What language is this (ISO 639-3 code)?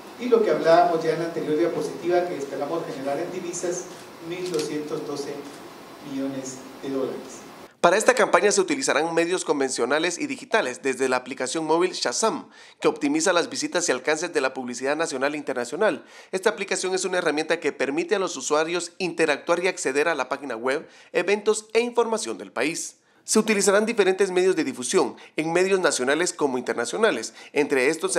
spa